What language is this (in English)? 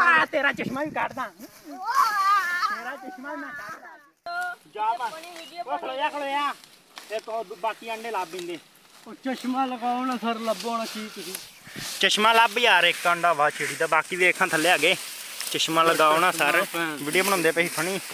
Punjabi